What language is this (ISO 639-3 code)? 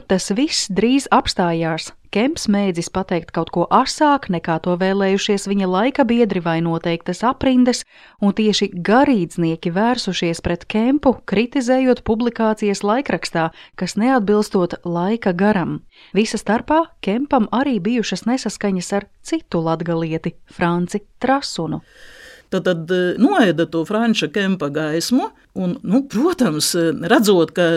lav